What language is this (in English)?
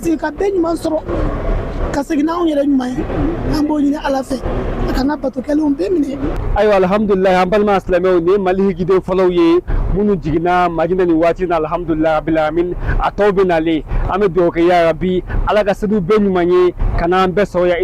Bambara